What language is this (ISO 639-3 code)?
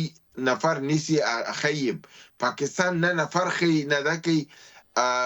pus